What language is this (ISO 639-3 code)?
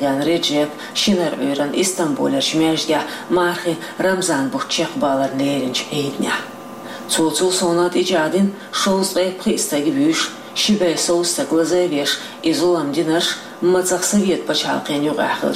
che